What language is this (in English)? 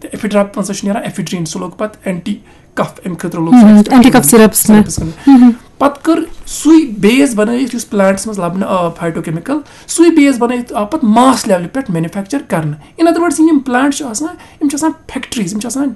Kashmiri